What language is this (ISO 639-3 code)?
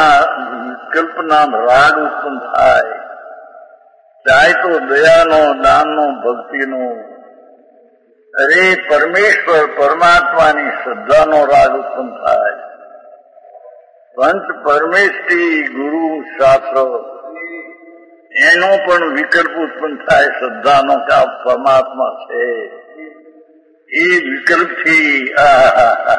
guj